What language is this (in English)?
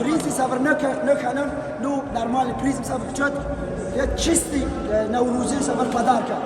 Tajik